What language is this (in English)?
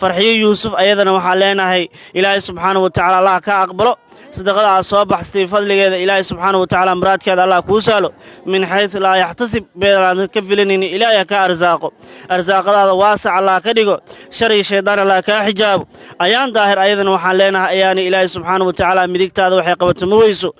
Somali